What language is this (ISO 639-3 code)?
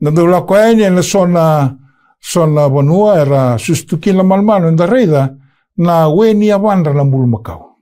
fij